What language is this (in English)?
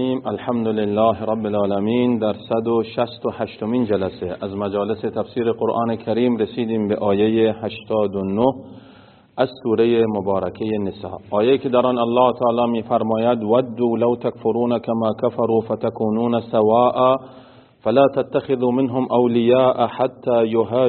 Persian